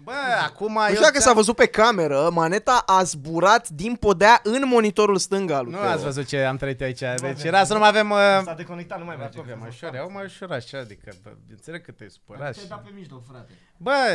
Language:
Romanian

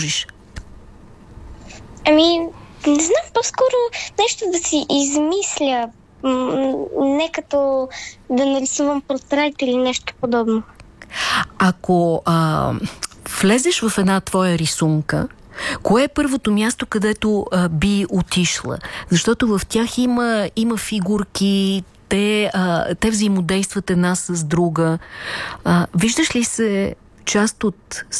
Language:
Bulgarian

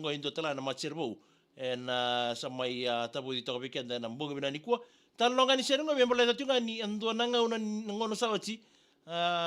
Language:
Fijian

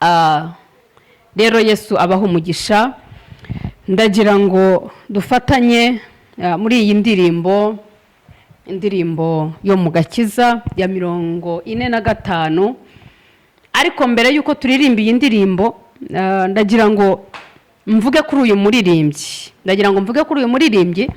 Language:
Kinyarwanda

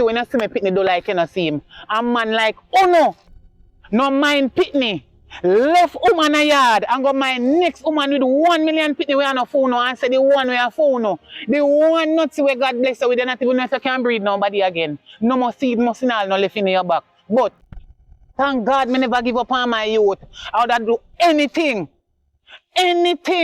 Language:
Jamaican Creole English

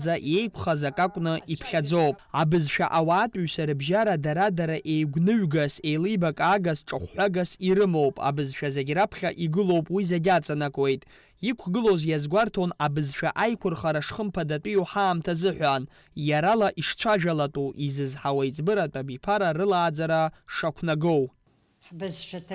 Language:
Abkhazian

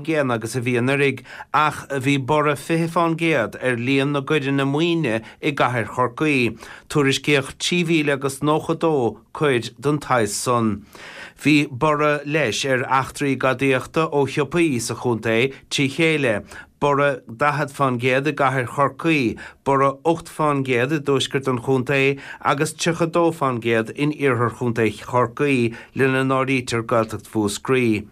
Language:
Irish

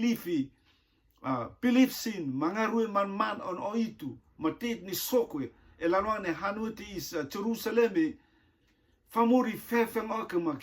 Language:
Rotuman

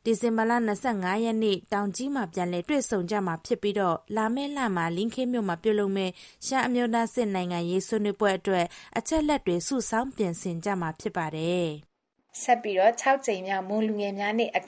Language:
Burmese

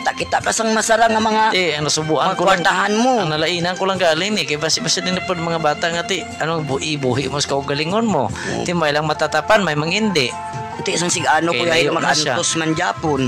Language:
Hiligaynon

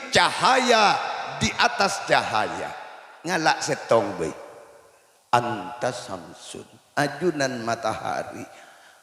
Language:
Madurese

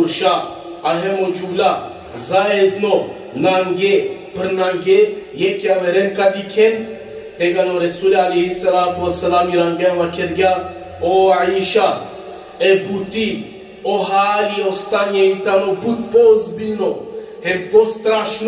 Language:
Balkan Romani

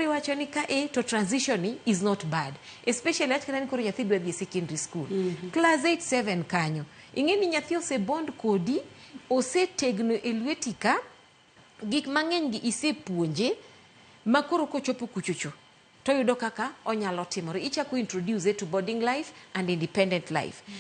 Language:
Luo (Kenya and Tanzania)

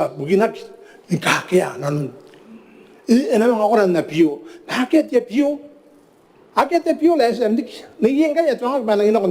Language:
Gilbertese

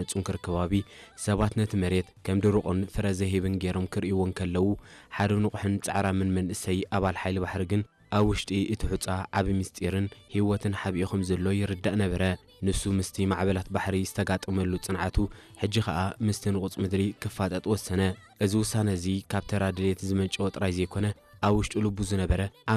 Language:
Tigrinya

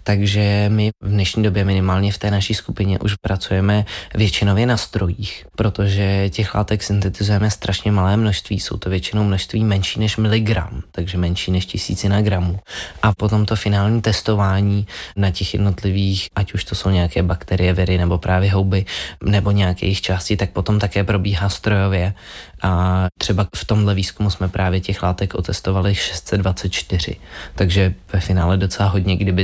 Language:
Czech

